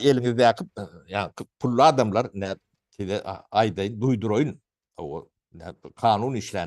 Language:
Turkmen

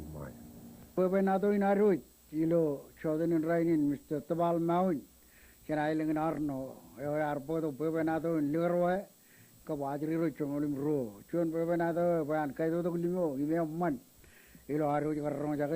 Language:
Marshallese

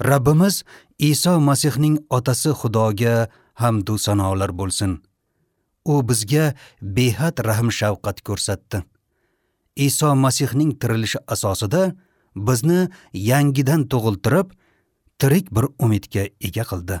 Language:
Uzbek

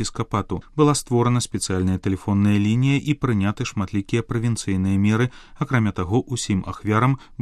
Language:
Belarusian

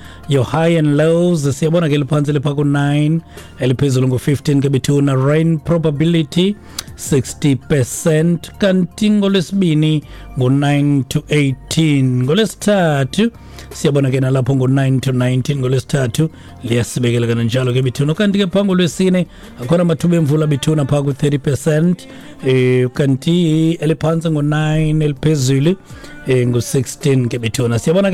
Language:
Xhosa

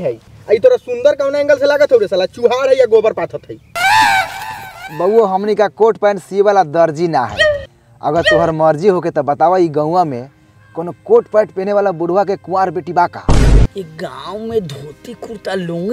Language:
Bhojpuri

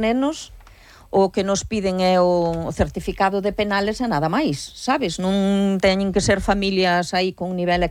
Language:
Galician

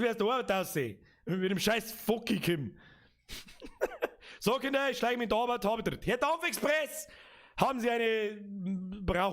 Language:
Bavarian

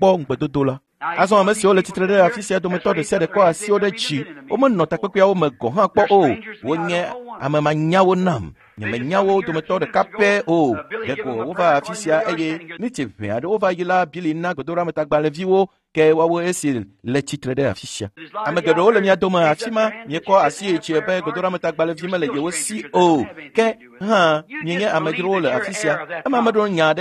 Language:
Ewe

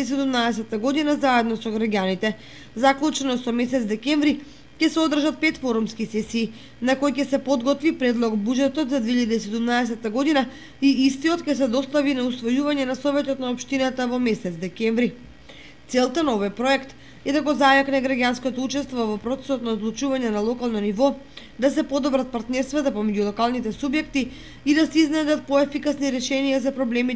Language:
Macedonian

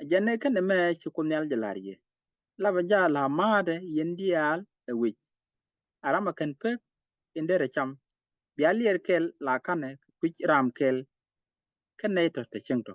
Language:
Nuer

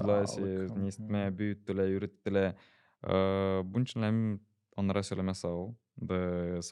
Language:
Gagauz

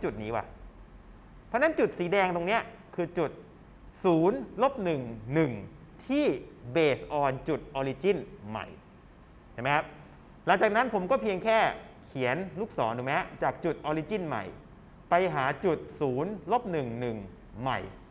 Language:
Thai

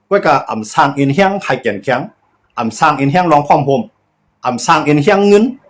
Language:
Shan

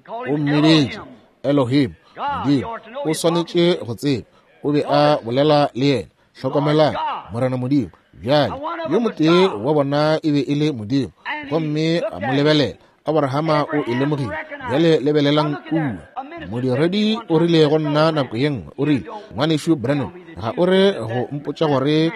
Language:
Northern Sotho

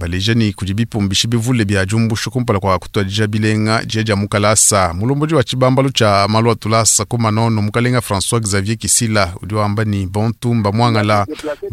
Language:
Luba-Lulua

